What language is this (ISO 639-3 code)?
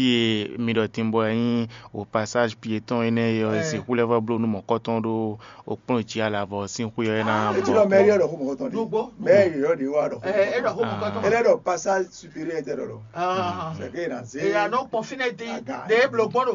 fon